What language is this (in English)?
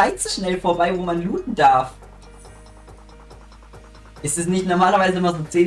German